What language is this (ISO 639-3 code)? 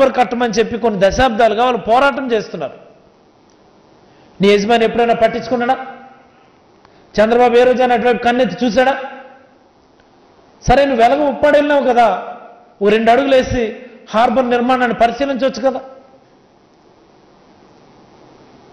tel